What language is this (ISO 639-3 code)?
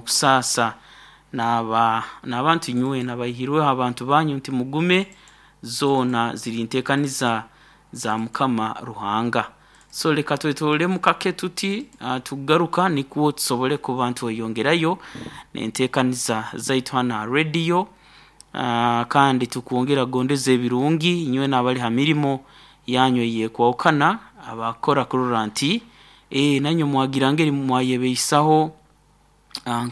nyo